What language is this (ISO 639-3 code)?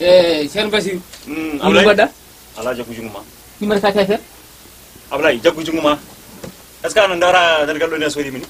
ful